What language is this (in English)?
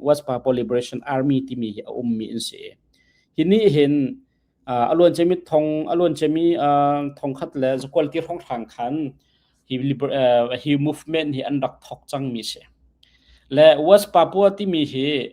Hakha Chin